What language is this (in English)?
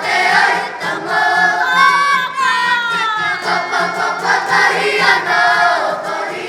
Māori